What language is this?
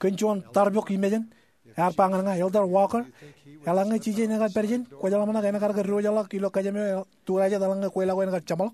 Marshallese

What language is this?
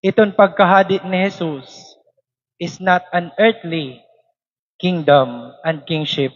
Waray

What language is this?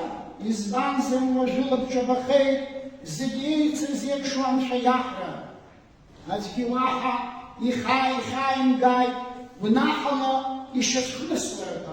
Abkhazian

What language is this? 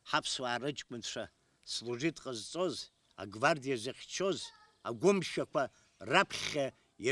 Abkhazian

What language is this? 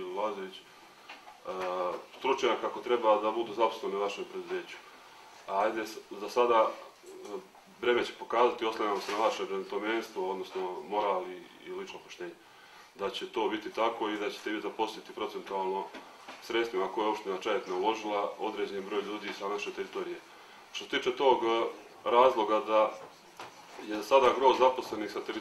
Serbian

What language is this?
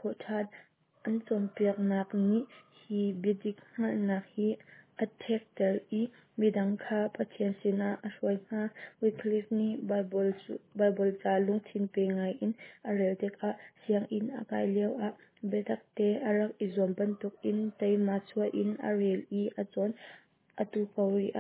Hakha Chin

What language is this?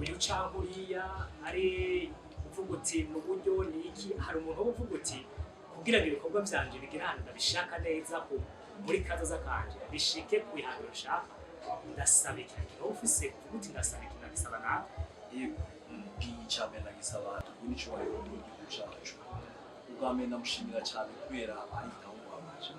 Rundi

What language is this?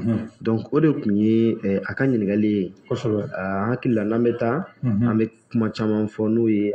Bambara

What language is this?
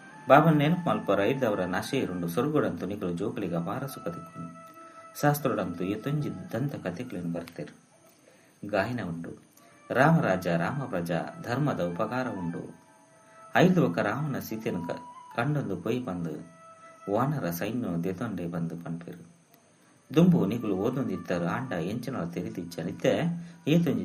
Tulu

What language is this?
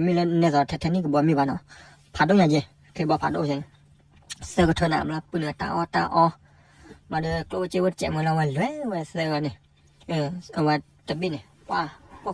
S'gaw Karen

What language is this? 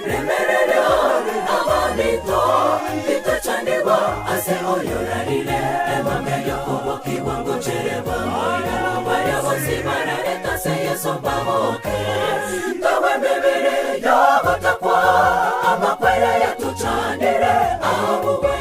Gusii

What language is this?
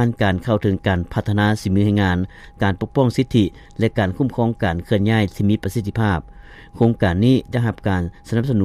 Lao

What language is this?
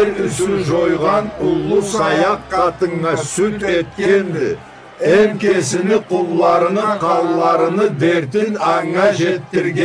Karachay-Balkar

